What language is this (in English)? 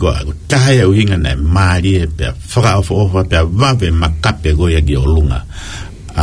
Tongan